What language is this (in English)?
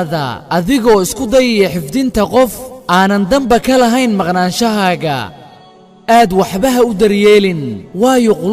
Somali